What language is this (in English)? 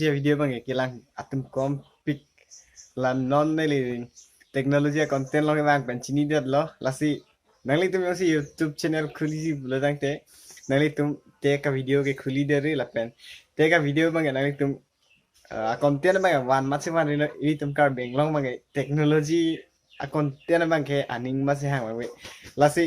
Karbi